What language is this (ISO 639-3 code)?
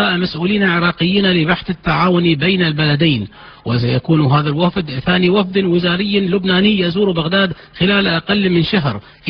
ara